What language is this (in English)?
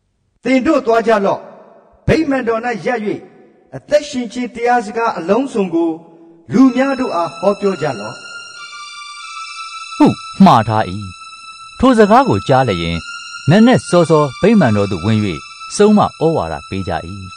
Burmese